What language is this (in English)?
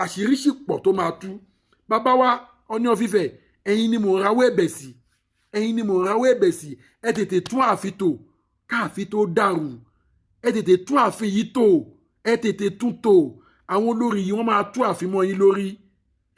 Yoruba